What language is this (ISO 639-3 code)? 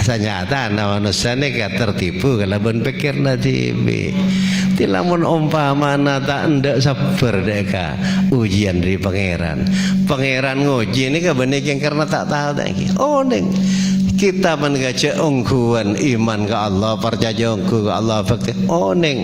mad